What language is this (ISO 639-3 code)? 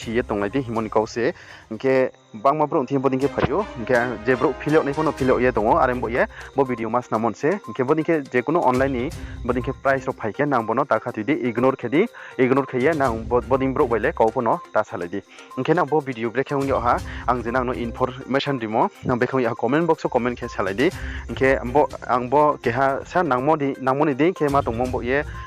ria